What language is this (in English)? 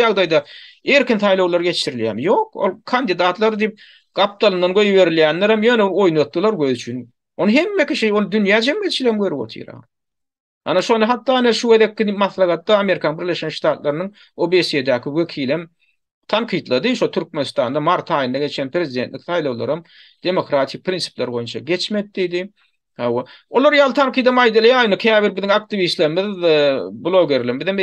Turkmen